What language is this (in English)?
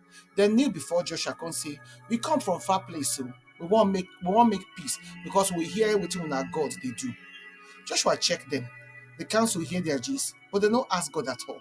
Nigerian Pidgin